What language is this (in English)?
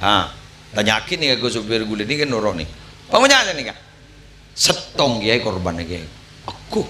Madurese